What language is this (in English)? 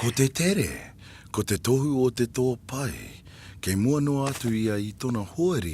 Māori